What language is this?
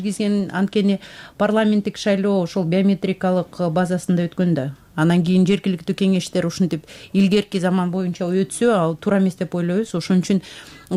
Kyrgyz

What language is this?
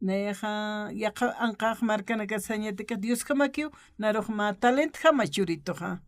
Aymara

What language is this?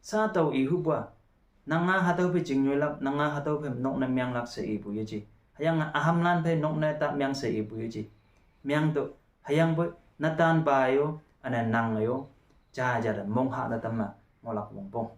Konyak Naga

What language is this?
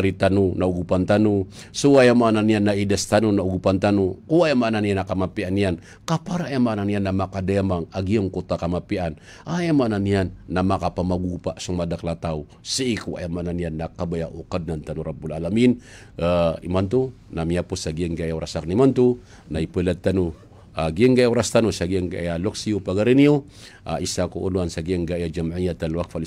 Maranao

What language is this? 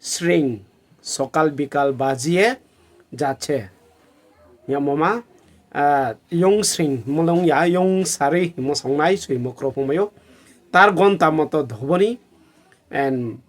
Riang (India)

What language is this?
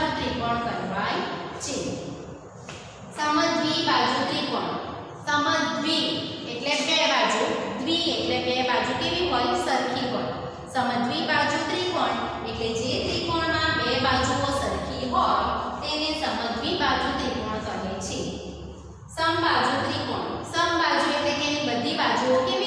Gujarati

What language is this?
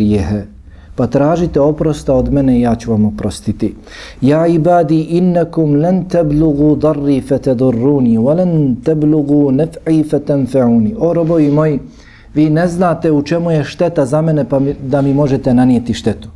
Bosnian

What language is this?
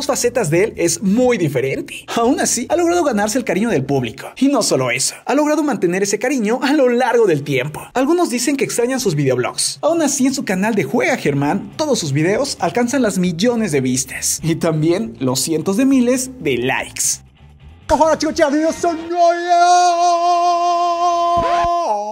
Spanish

